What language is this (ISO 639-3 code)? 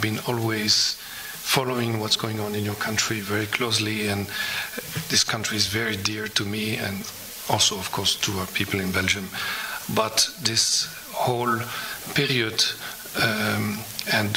eng